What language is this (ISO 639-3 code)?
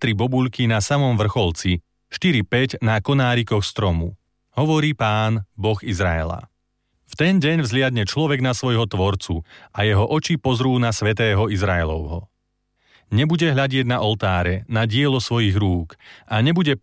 slk